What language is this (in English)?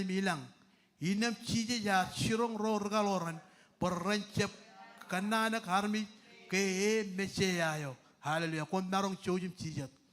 Marshallese